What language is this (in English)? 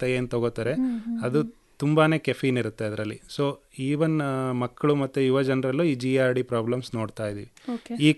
Kannada